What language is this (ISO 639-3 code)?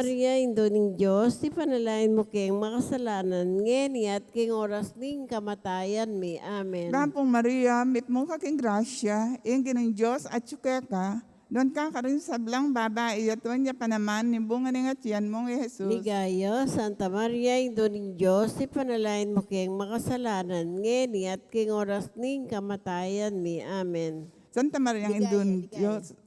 pam